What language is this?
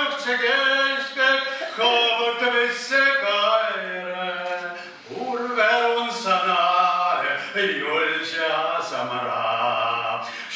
Chuvash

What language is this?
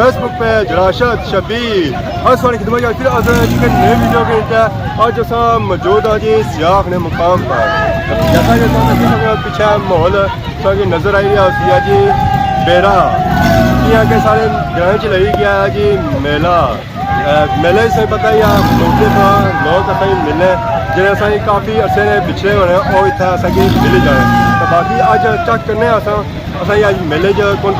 Pahari-Potwari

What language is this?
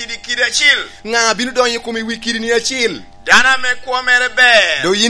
Lango (Uganda)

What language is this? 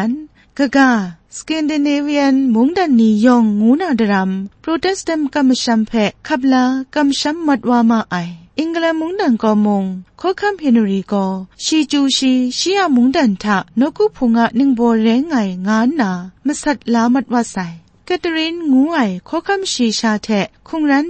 Kachin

